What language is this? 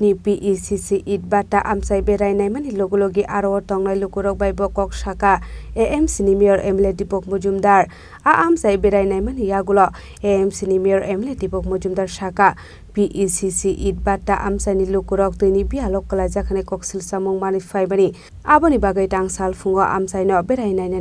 Kok Borok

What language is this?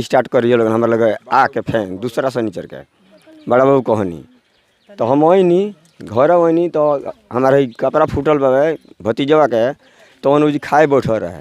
Bhojpuri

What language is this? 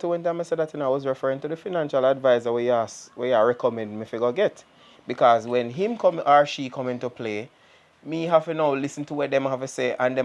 Jamaican Creole English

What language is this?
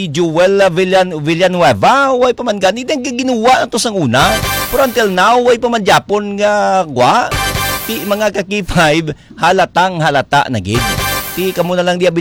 Hiligaynon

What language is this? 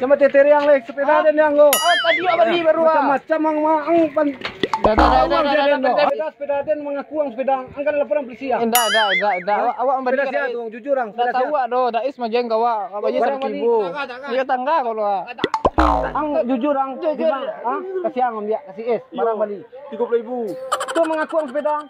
Minangkabau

